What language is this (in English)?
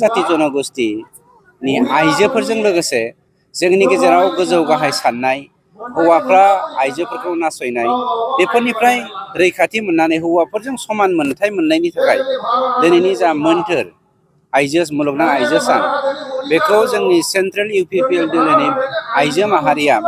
Bodo